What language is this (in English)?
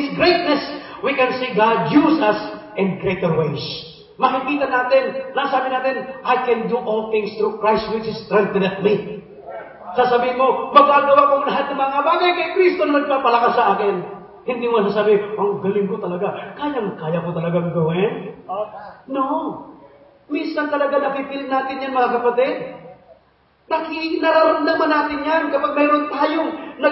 Filipino